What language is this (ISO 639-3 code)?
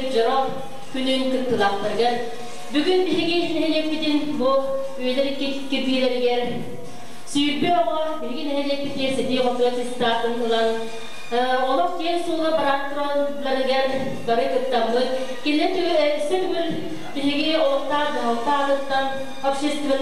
sah